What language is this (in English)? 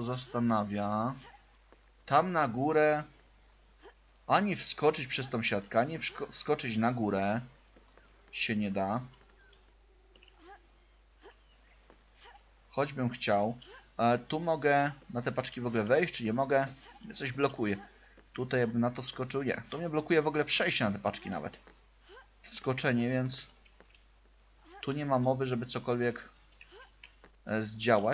Polish